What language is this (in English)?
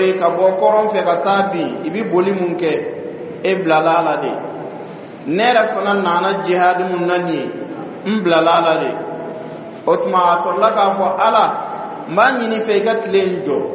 Dyula